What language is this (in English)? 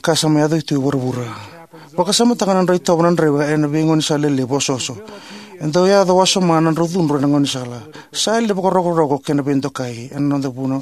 Fijian